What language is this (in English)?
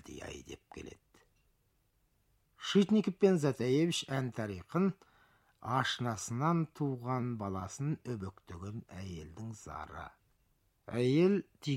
Kazakh